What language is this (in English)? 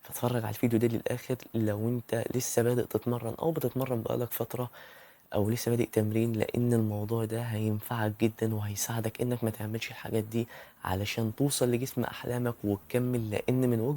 Egyptian Arabic